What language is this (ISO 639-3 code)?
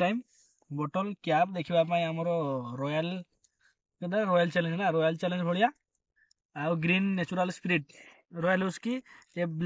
ori